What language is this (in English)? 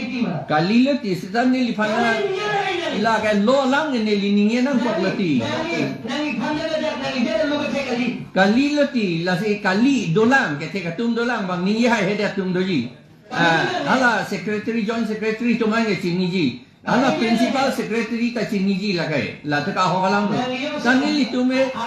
Karbi